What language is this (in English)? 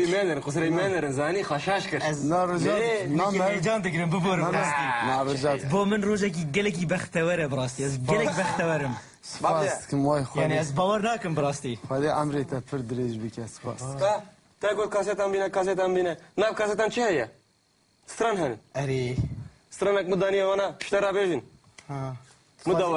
Kurdish